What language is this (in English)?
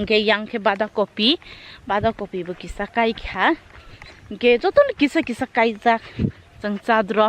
Kok Borok